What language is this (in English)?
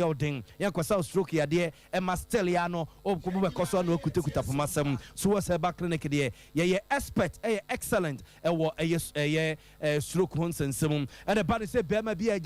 Akan